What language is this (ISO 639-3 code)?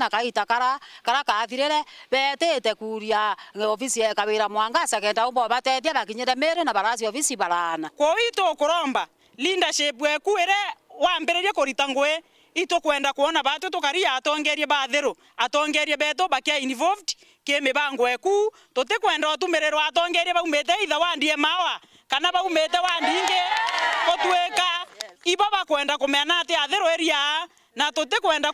mer